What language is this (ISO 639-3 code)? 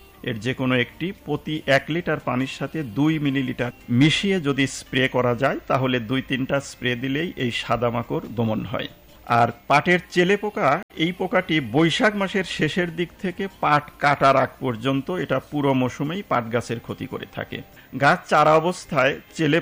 ben